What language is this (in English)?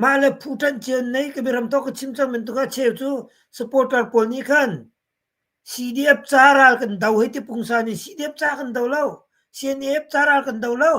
Hakha Chin